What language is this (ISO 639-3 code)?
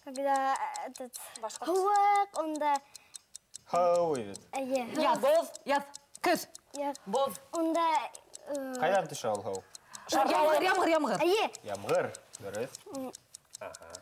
bak